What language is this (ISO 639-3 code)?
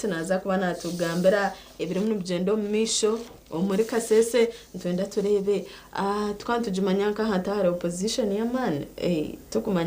nyn